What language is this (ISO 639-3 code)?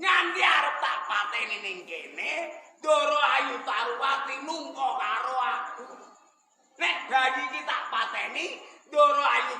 jav